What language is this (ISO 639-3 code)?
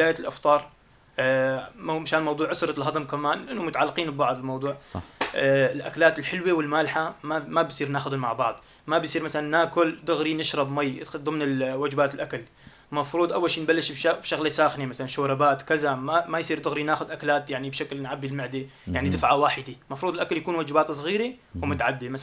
apc